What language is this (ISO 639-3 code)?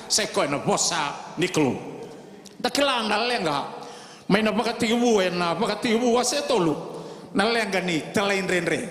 fij